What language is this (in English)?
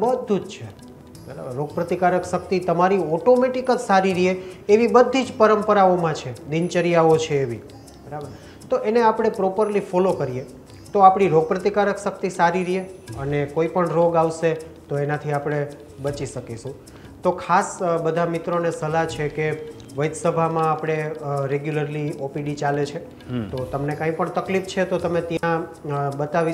Gujarati